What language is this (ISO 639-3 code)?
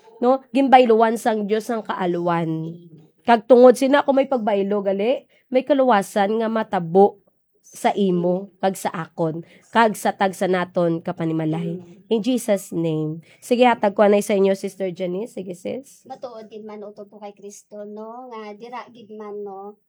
hil